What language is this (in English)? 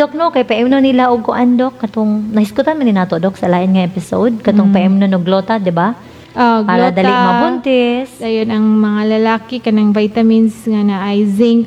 Cebuano